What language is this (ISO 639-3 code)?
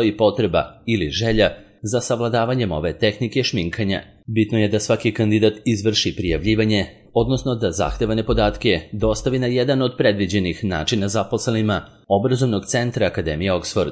srp